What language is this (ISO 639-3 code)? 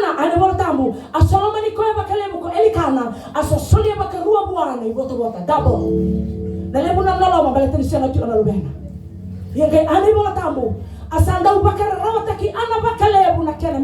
fij